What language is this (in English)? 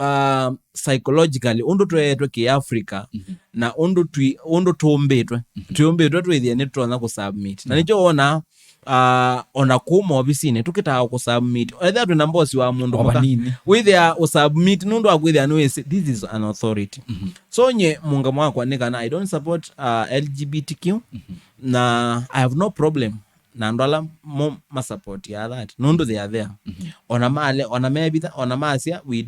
Kamba